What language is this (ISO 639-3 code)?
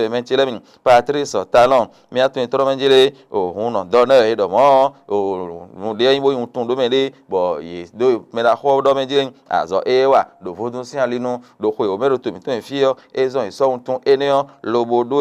fon